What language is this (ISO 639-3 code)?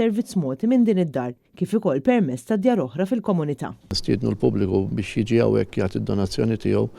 mlt